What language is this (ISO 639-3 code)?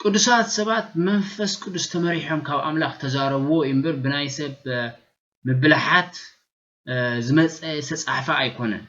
tir